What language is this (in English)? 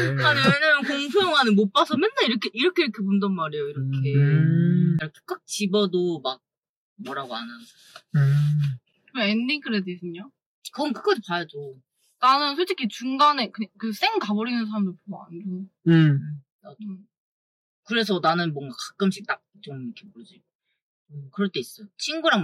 Korean